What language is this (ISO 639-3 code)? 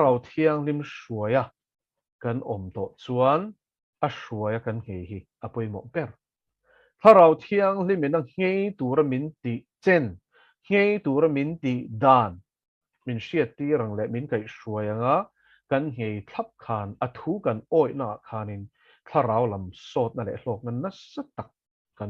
lus